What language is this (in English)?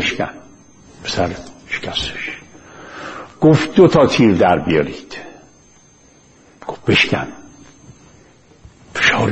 Persian